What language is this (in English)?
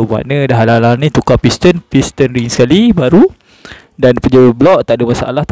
Malay